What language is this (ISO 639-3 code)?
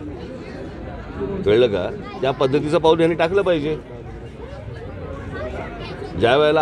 mar